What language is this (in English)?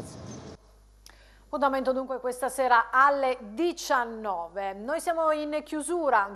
Italian